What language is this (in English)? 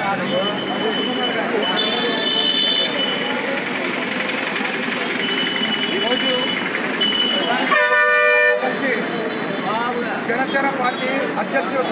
Telugu